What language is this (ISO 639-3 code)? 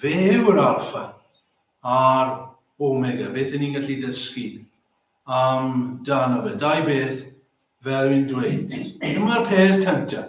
cym